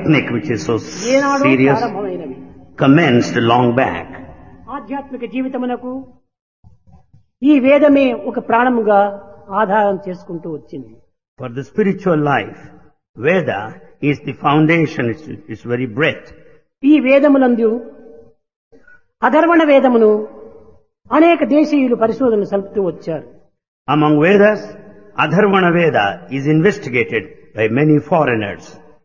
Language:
Telugu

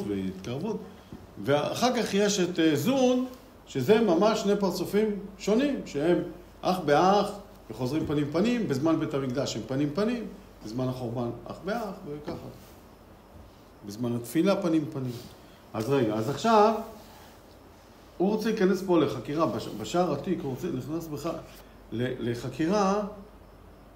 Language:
Hebrew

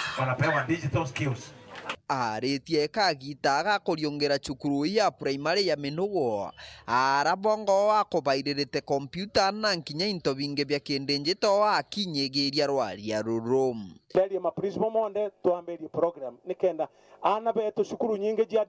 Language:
Meru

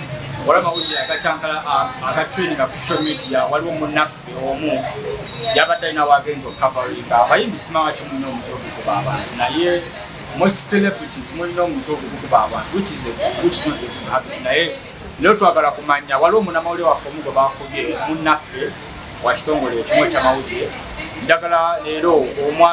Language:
Ganda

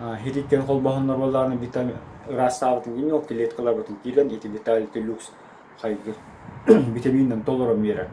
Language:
Yakut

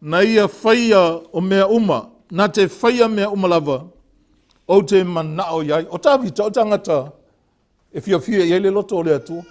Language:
Samoan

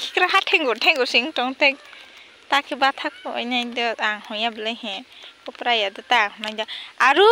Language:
Kok Borok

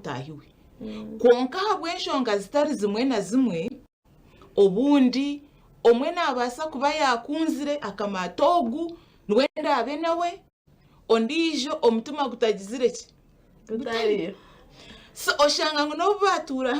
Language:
Nyankole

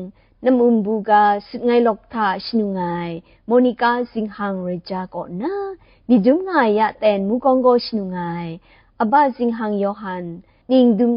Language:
Kachin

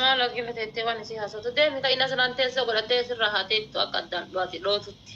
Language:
Oromo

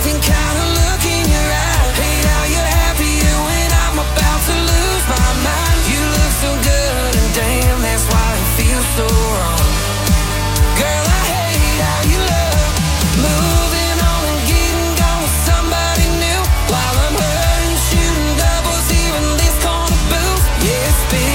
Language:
English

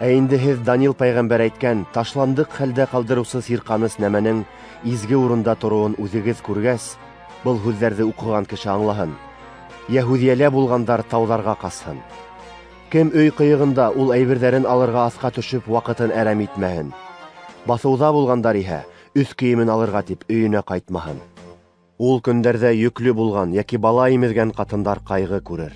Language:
Bashkir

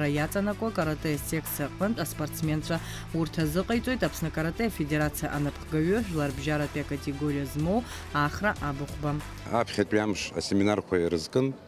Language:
Abkhazian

